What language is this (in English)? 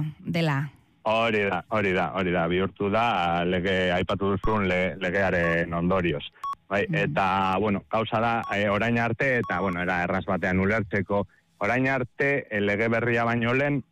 Basque